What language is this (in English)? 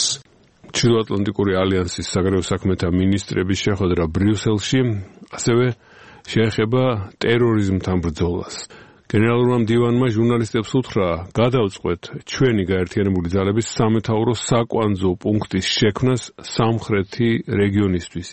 Georgian